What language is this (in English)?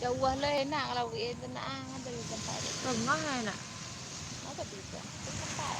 Minangkabau